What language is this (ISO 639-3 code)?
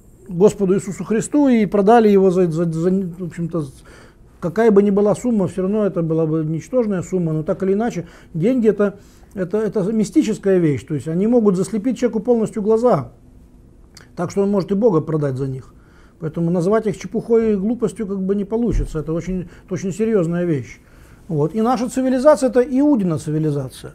rus